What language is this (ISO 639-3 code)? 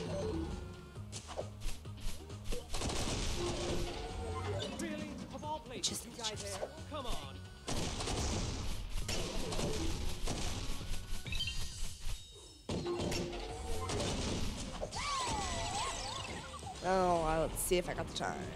eng